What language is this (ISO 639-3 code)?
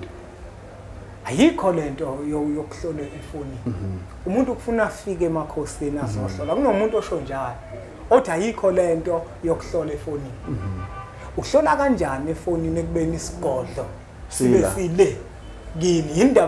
zul